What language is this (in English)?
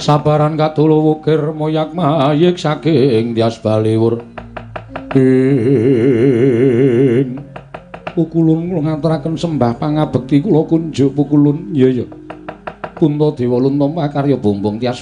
Javanese